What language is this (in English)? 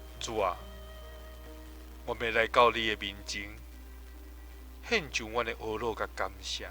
Min Nan Chinese